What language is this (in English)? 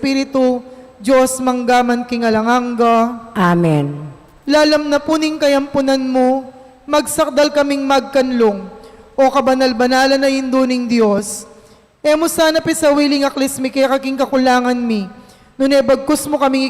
Pampanga